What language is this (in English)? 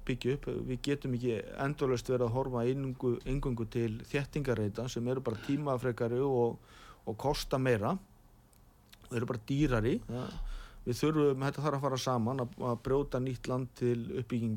Icelandic